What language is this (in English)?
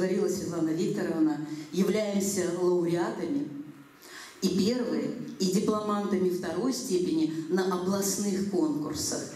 Russian